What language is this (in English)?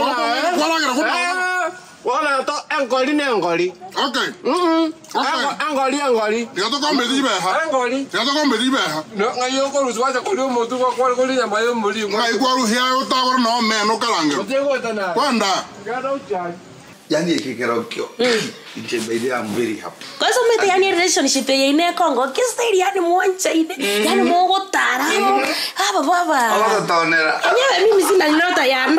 Gusii